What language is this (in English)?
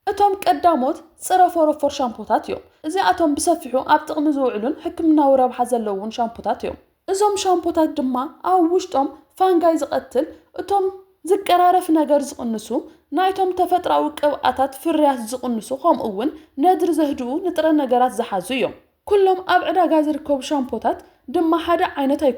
Tigrinya